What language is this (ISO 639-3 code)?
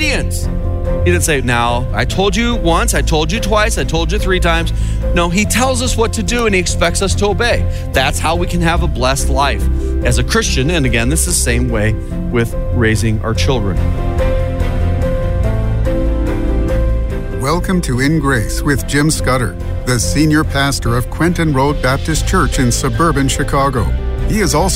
eng